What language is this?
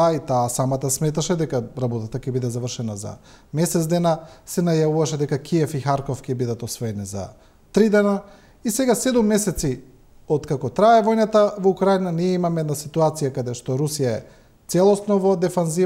Macedonian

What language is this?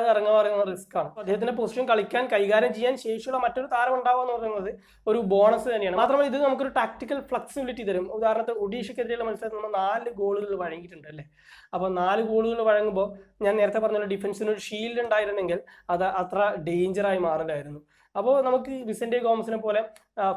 Malayalam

